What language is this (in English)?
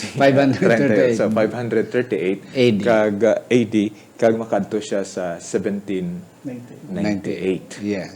Hiligaynon